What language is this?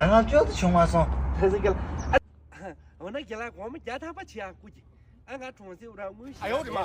Tibetan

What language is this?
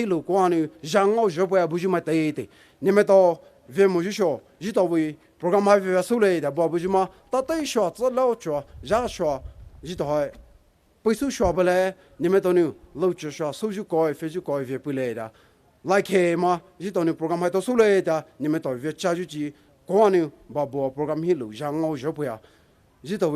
Poumei Naga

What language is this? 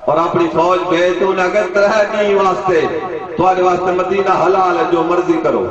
Saraiki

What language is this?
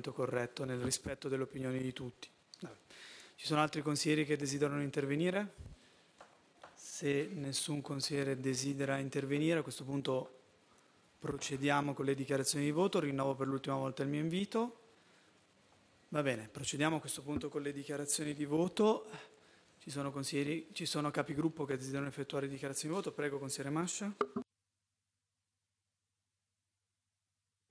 Italian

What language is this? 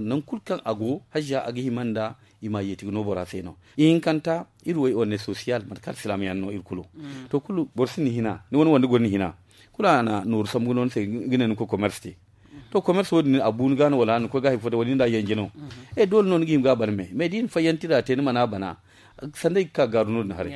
Zarma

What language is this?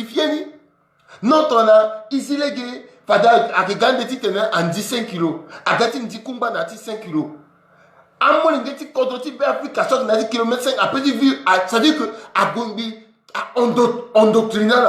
Sango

